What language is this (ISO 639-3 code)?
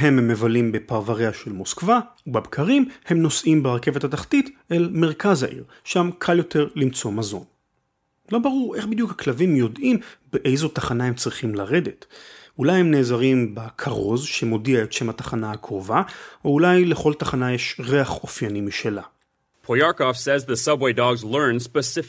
heb